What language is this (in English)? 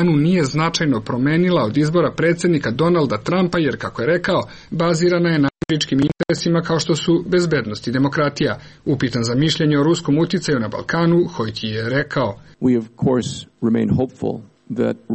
Croatian